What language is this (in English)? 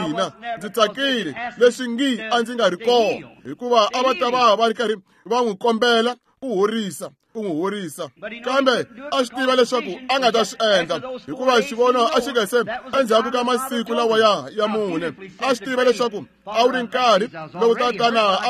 Tsonga